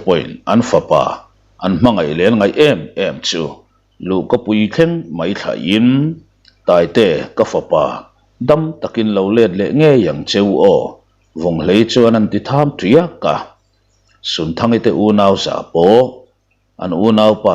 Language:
Mizo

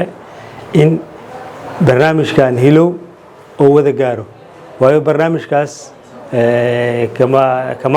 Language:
Somali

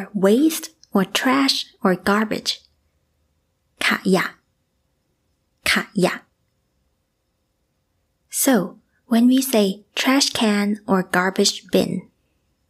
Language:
English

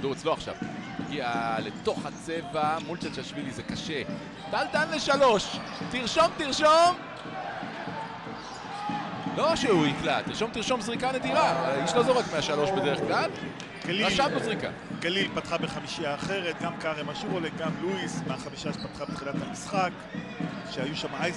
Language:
Hebrew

